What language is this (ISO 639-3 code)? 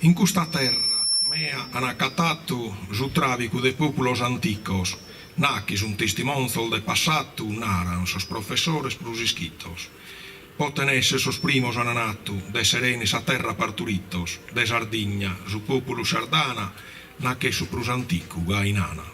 srd